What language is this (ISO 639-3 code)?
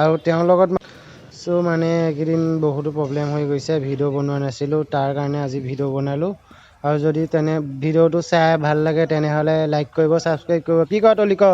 asm